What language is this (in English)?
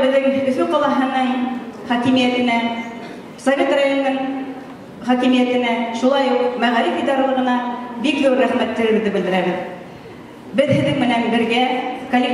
Bashkir